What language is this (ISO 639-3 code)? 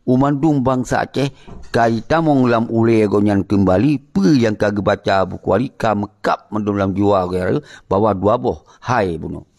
ace